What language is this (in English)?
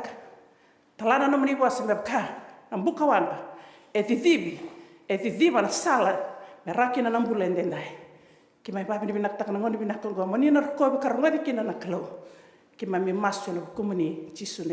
Fijian